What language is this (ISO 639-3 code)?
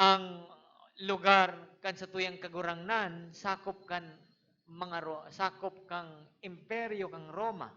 bik